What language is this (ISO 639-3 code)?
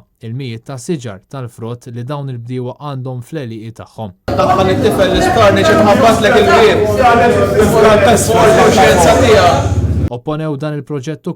mlt